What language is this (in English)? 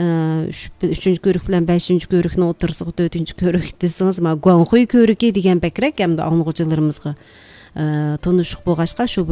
Uyghur